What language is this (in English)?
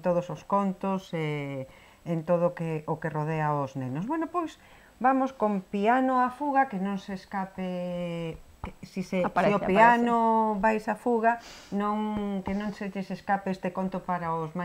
Galician